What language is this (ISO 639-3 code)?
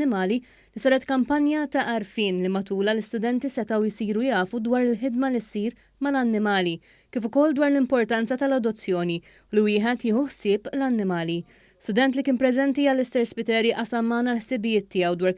mlt